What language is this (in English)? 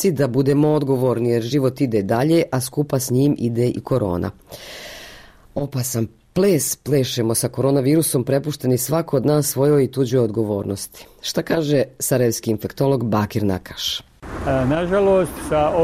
Bosnian